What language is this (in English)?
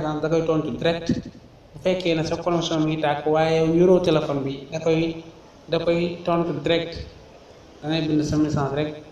Wolof